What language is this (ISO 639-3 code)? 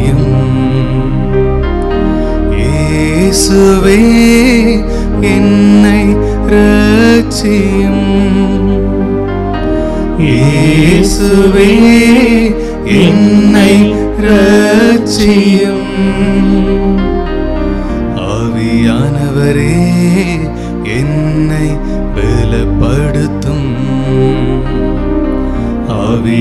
tam